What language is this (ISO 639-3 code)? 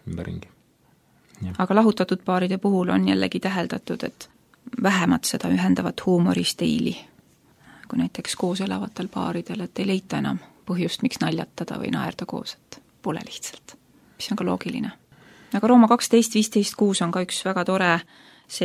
est